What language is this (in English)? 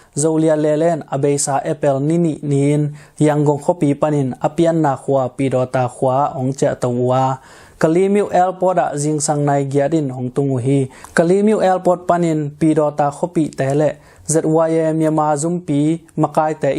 Tedim Chin